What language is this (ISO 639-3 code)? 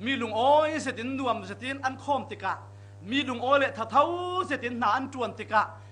cfm